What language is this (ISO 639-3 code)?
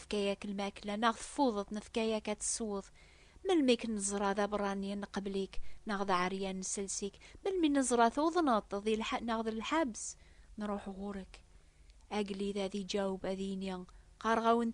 kab